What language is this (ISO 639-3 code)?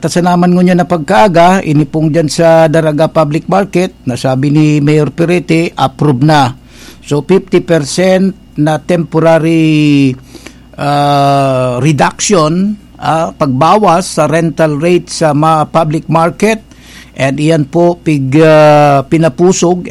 bik